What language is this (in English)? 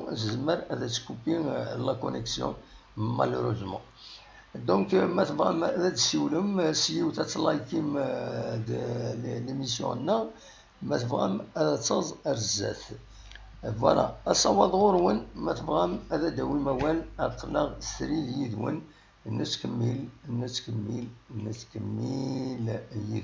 Kabyle